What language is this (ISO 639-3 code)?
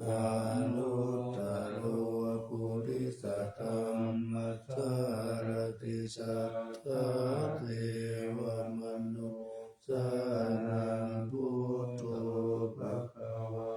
pli